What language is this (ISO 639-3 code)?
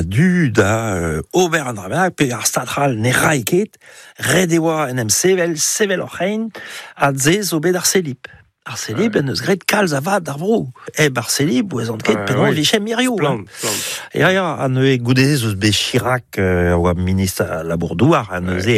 bre